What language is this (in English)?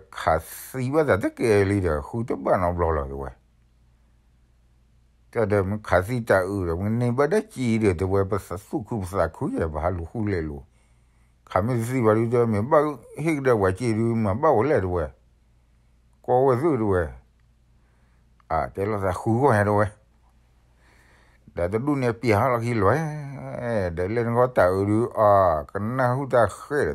S'gaw Karen